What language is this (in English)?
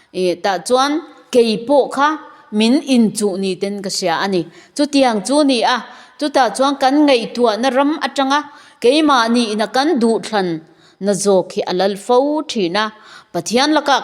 Mizo